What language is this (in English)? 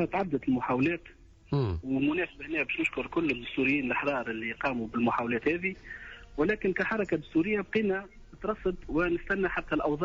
Tunisian Arabic